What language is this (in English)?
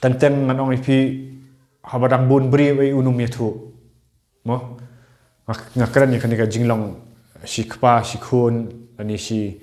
Khasi